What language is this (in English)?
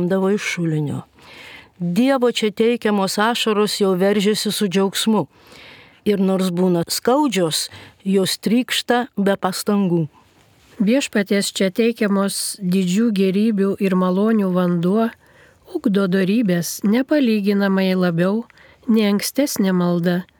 Lithuanian